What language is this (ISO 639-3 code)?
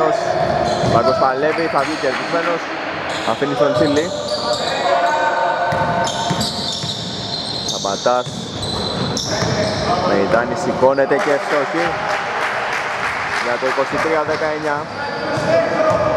ell